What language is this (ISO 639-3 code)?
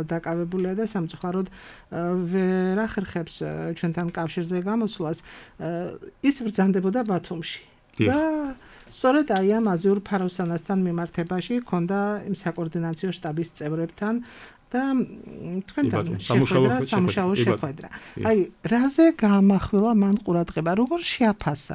kat